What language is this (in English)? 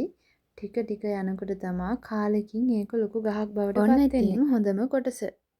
Sinhala